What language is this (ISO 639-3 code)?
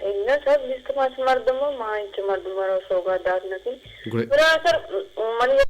bgp